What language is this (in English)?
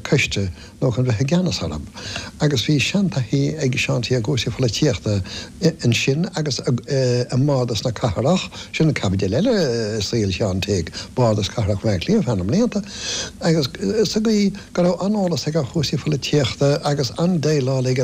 Irish